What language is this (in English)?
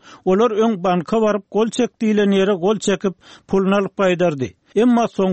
Turkmen